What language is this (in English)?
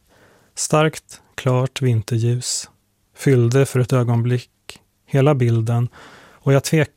Swedish